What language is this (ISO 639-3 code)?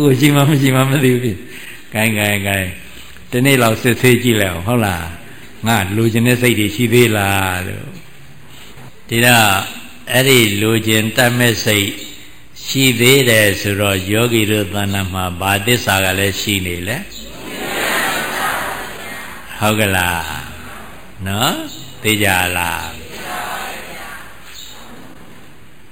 mya